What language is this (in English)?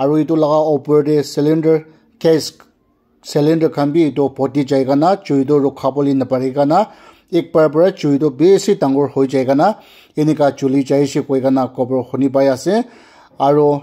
Naga Pidgin